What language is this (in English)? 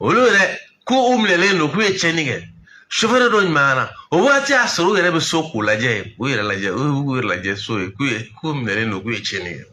Bambara